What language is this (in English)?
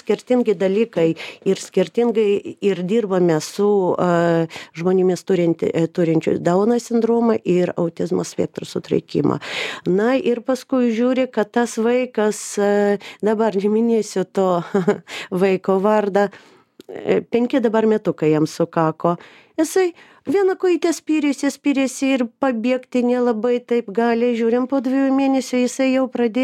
Lithuanian